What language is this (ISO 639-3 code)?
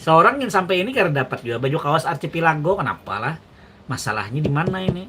bjn